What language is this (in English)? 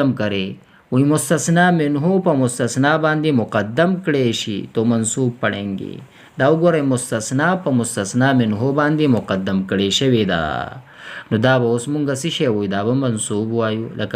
Pashto